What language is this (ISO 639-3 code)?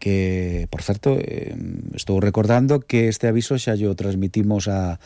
glg